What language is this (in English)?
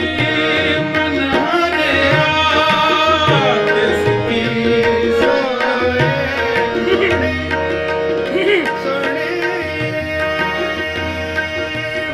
Punjabi